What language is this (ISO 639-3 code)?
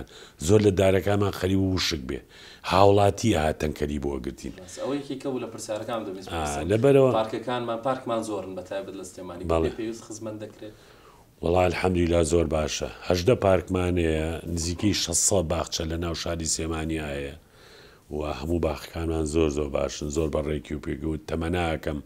ckb